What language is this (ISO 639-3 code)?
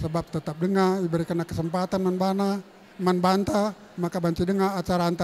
btx